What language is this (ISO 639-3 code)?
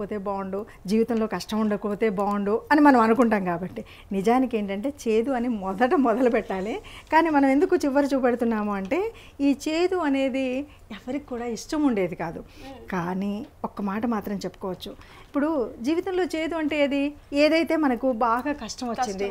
tel